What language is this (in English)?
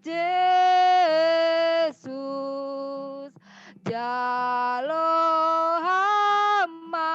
Batak Simalungun